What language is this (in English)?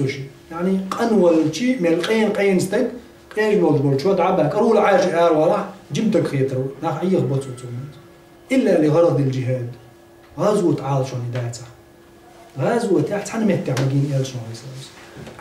Chechen